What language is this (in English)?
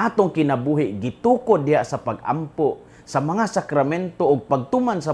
Cebuano